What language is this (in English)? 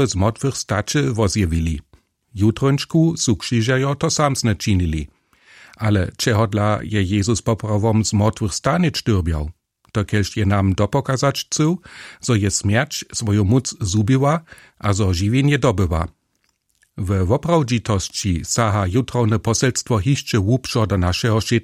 Upper Sorbian